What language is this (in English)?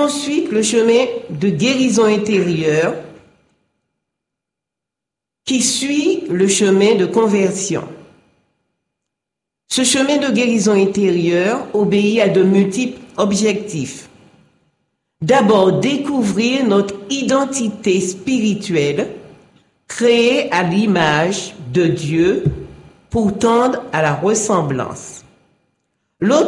French